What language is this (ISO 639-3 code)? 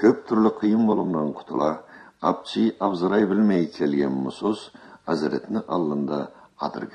krc